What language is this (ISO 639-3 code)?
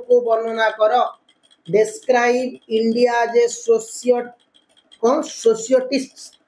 ori